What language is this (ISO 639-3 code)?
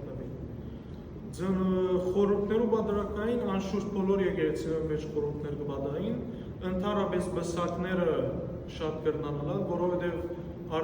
hyw